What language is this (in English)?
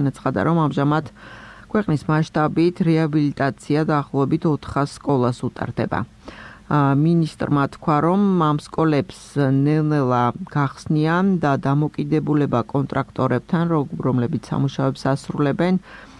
Georgian